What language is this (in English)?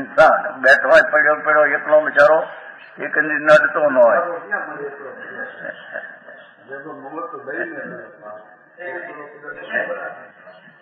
Gujarati